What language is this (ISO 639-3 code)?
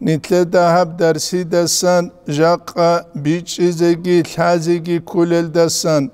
ava